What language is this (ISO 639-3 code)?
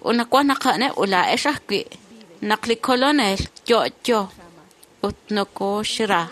kek